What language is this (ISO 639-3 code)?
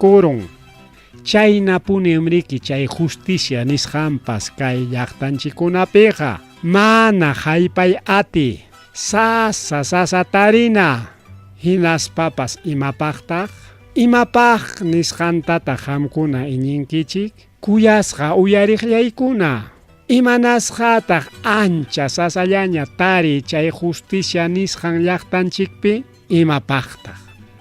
quy